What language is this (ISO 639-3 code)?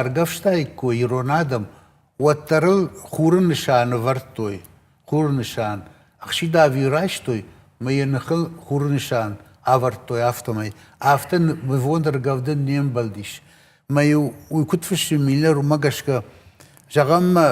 oss